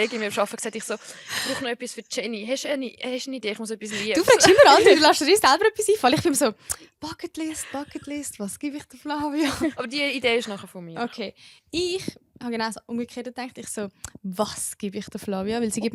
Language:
Swiss German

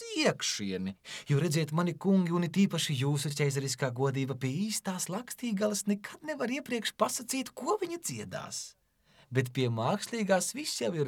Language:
Latvian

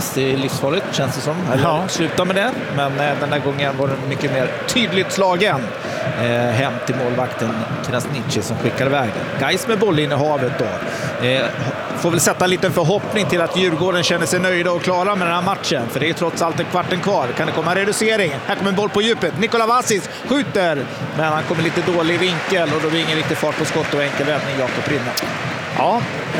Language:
Swedish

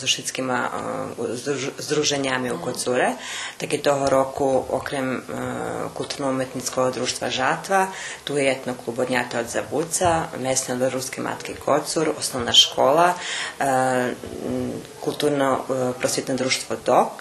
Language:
Rusyn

